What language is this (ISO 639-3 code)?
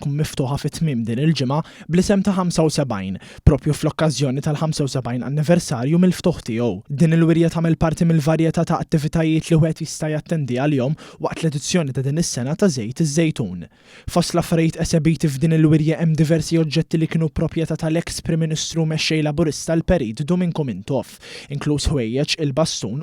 mlt